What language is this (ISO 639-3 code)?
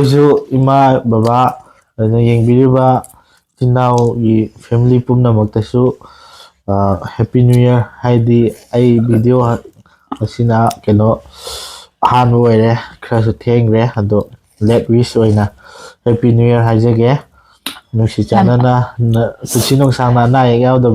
mni